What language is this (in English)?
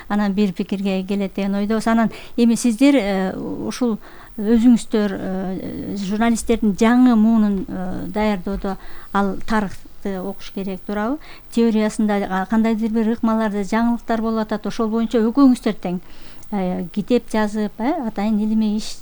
Kyrgyz